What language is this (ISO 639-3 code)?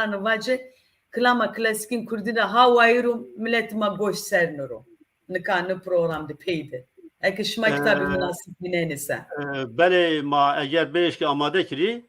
zza